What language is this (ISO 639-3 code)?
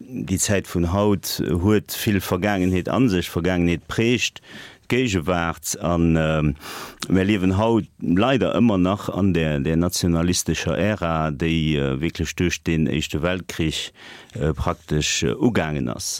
ltz